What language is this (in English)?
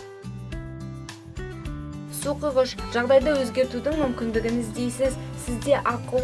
Kazakh